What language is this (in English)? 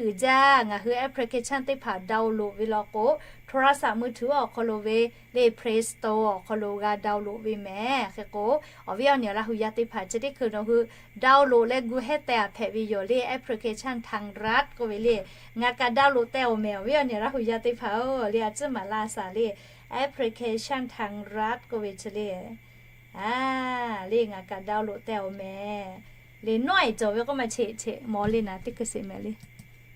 Lahu